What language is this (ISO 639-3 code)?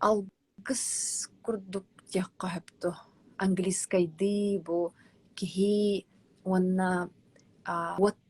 sah